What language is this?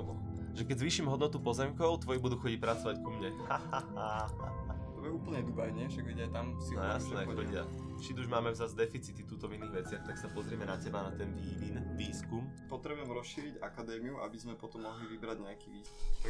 Slovak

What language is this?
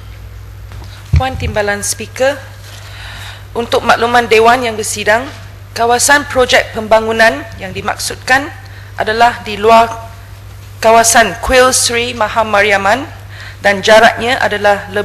Malay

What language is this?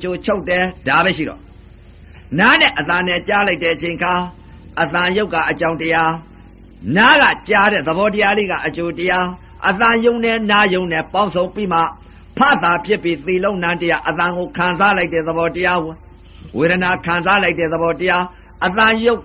Burmese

